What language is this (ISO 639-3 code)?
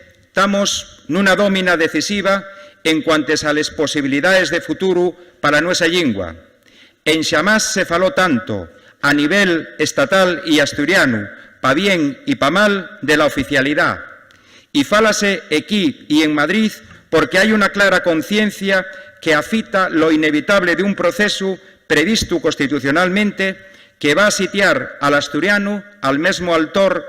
ast